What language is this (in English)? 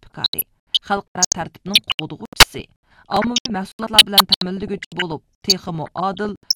Uyghur